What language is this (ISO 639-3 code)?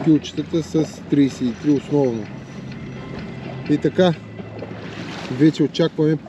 bul